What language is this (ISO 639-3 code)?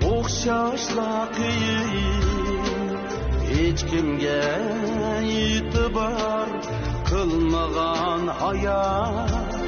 uig